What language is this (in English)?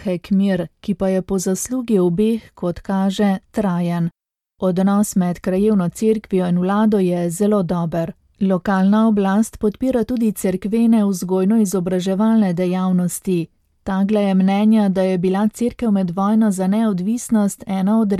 Slovenian